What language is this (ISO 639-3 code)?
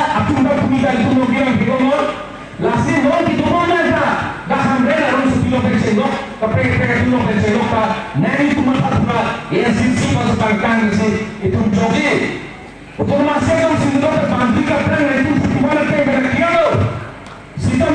mjw